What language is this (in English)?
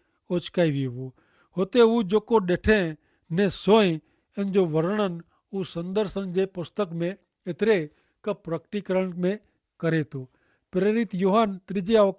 Kachhi